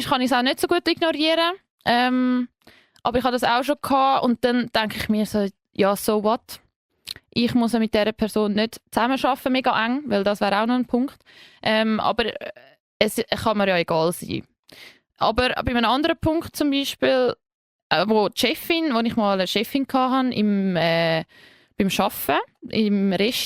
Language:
Swiss German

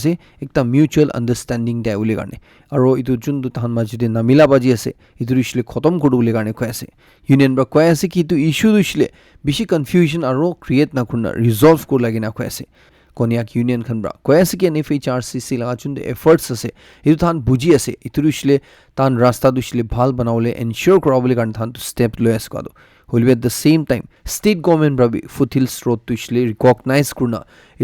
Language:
Naga Pidgin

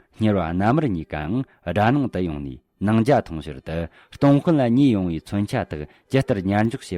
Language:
Tibetan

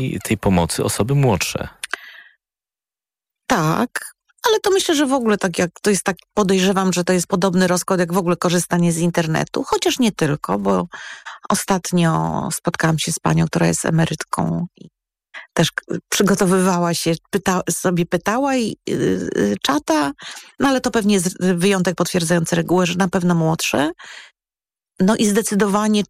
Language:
Polish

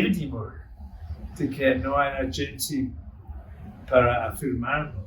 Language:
Ladino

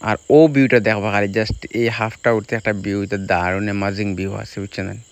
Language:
Sylheti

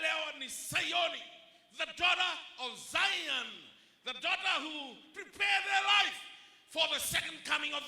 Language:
Fijian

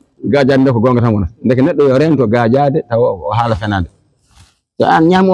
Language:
Fula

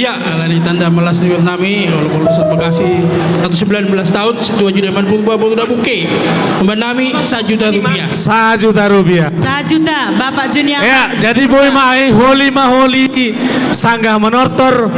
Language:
Batak Simalungun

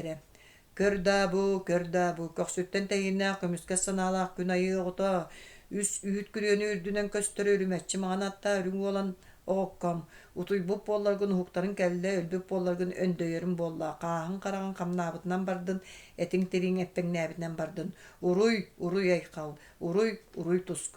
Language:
Yakut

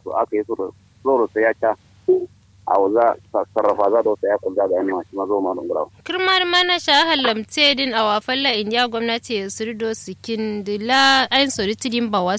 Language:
Kanuri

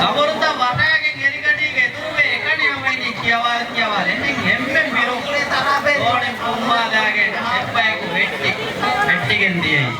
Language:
Divehi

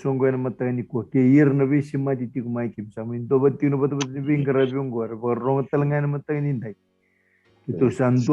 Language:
Fijian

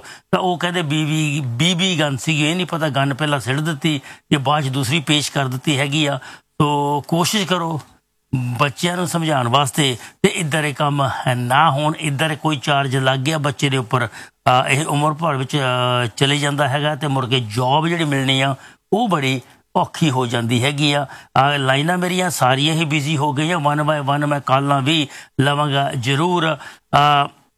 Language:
Punjabi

